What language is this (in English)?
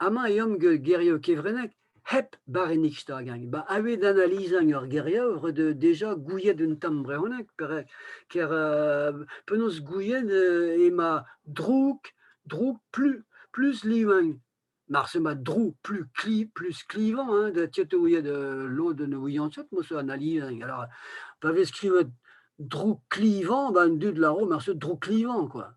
Breton